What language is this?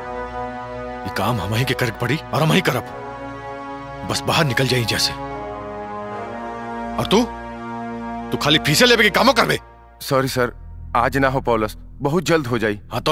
Bhojpuri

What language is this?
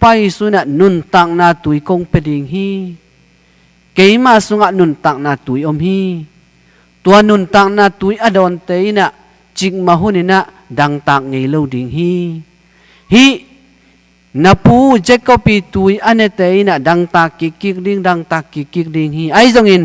Tedim Chin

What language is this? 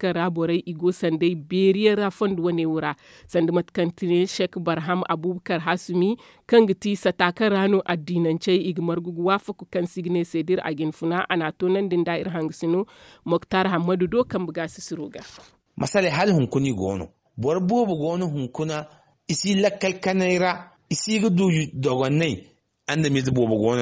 Zarma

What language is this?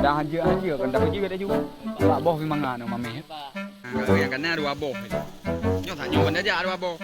Achinese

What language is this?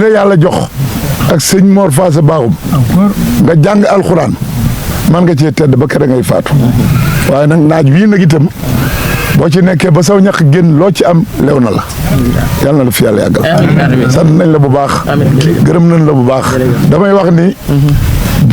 Wolof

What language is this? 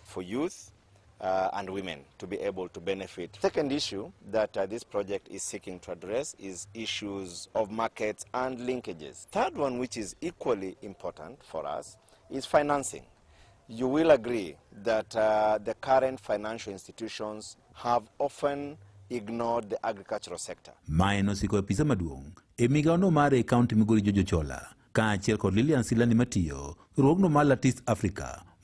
Luo (Kenya and Tanzania)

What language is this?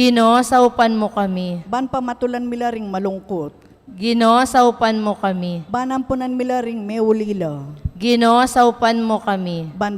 Pampanga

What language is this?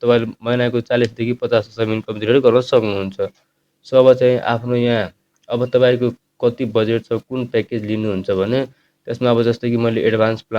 Nepali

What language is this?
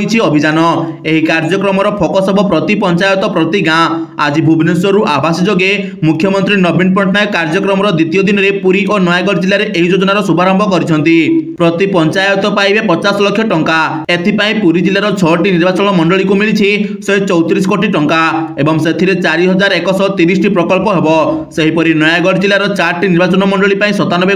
Odia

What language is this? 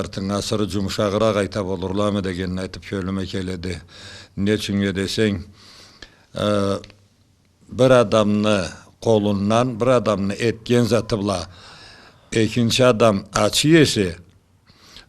Karachay-Balkar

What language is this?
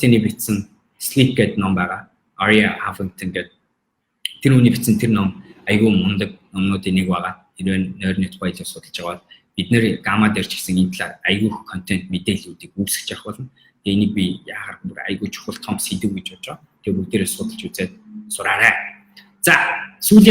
Mongolian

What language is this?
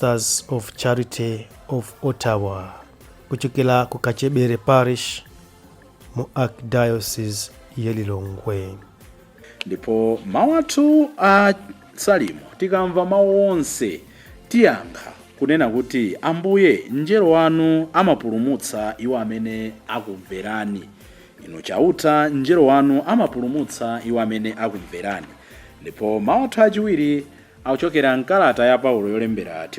Nyanja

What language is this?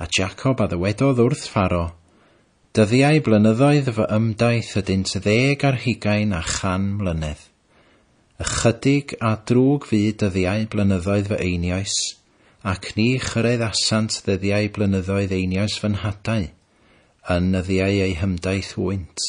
Welsh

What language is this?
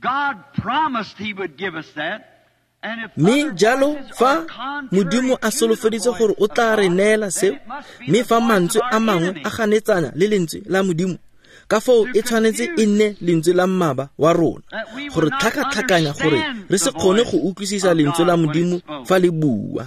Tswana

